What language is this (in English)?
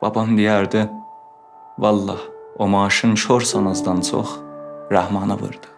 South Azerbaijani